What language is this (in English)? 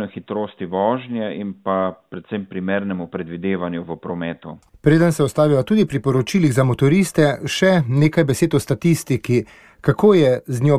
Slovenian